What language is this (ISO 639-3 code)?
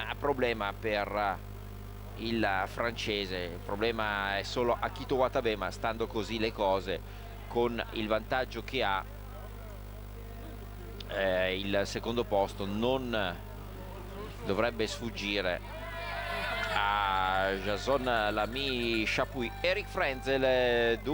ita